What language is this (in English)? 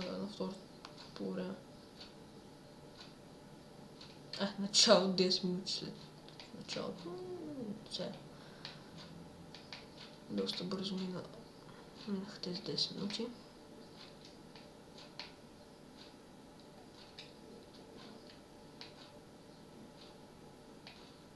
Bulgarian